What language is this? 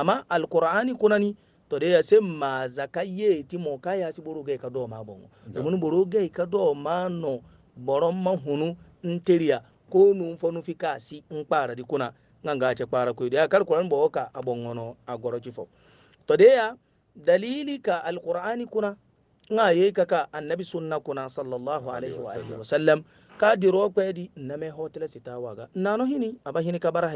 Hausa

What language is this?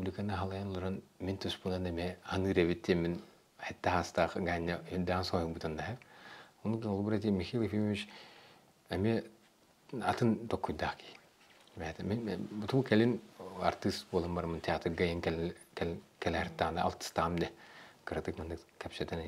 Yakut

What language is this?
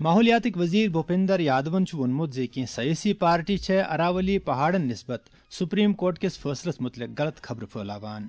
Kashmiri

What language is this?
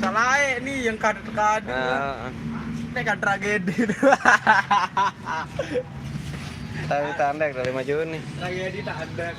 Sasak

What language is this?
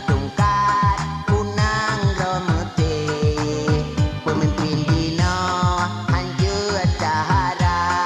Achinese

